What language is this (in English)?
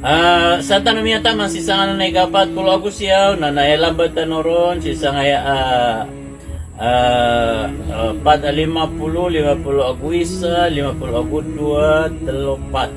Maranao